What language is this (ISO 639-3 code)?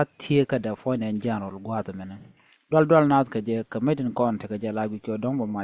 nus